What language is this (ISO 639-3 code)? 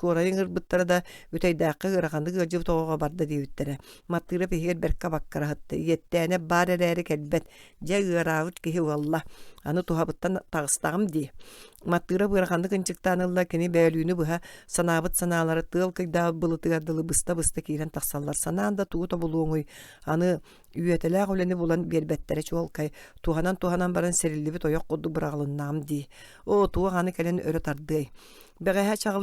sah